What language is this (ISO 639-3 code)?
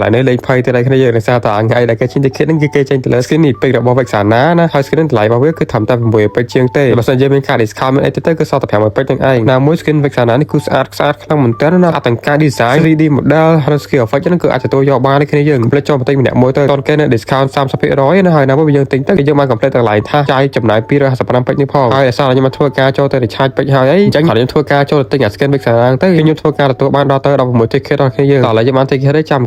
khm